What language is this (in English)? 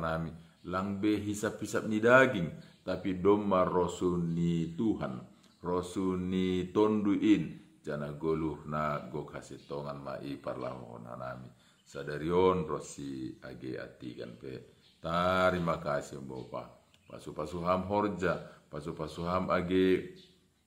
Batak Simalungun